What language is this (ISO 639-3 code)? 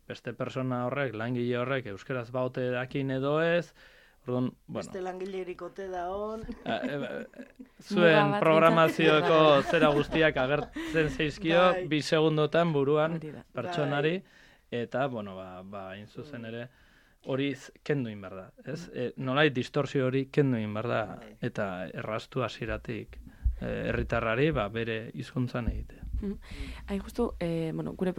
eus